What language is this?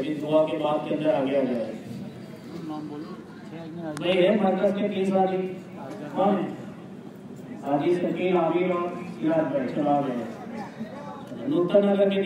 Urdu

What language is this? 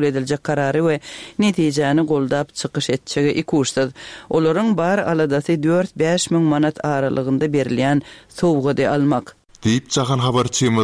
Turkmen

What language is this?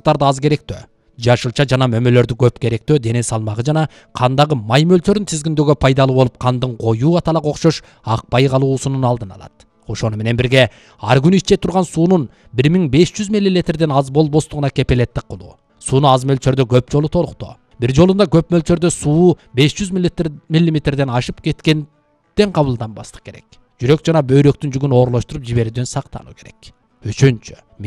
Kyrgyz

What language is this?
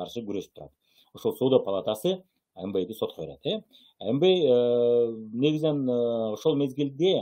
Kyrgyz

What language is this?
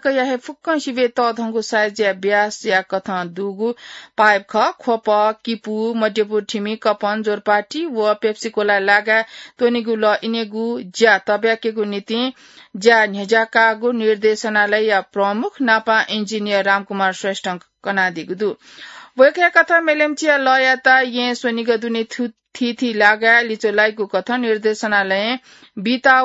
Newari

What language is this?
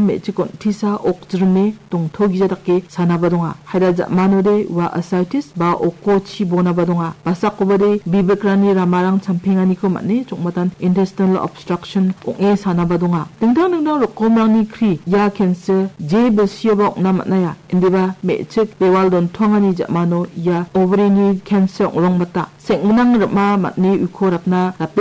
Garo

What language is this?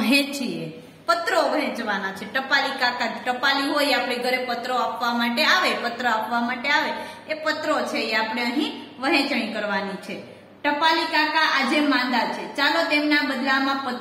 Gujarati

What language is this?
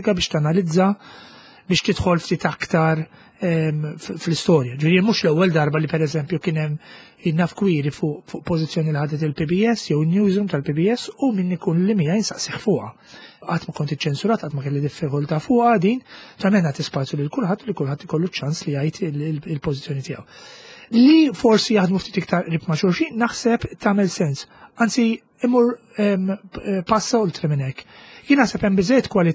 Maltese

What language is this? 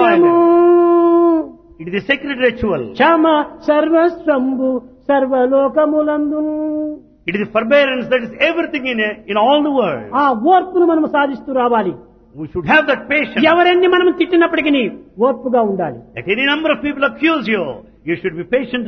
Telugu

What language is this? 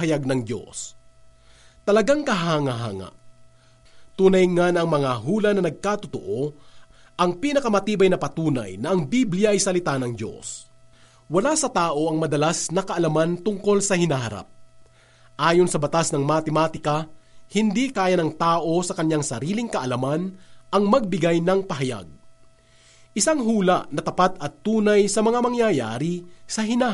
Filipino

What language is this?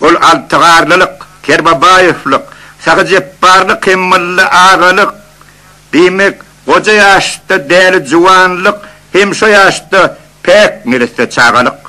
Turkmen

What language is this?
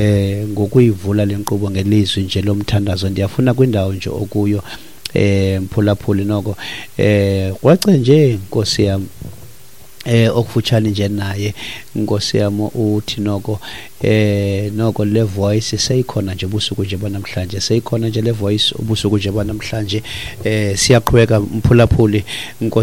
Xhosa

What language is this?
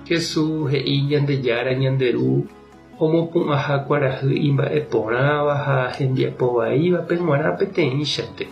Guarani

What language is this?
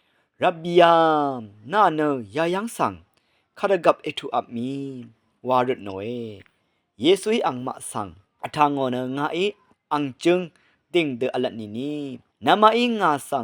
Rawang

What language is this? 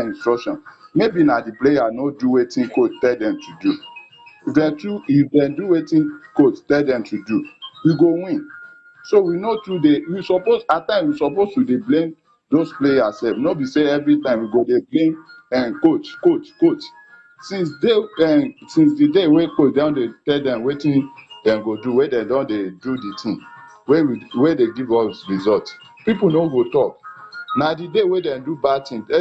Nigerian Pidgin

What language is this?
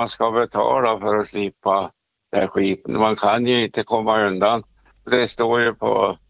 Swedish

